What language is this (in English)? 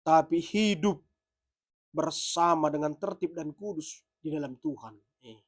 Batak Karo